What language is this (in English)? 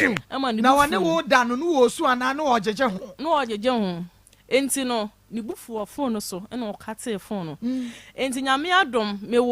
Akan